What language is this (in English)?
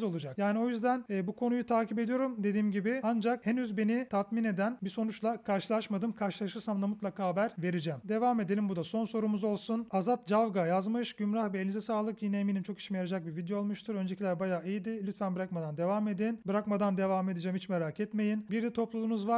Turkish